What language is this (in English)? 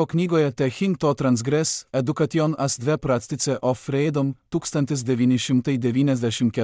Lithuanian